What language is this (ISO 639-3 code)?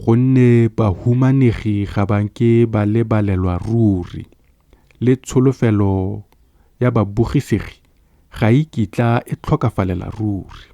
tsn